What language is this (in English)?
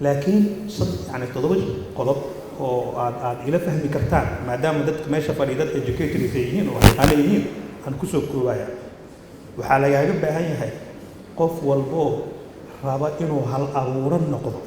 Somali